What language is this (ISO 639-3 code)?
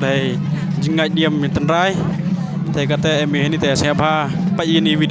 kha